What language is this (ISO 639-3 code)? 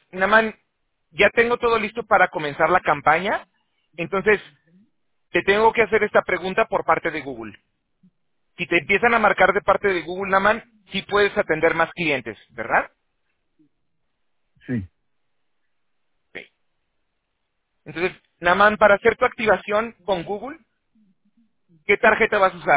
spa